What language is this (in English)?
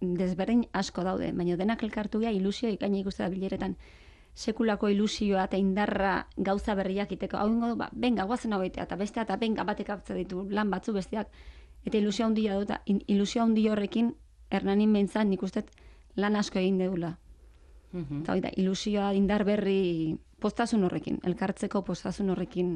Basque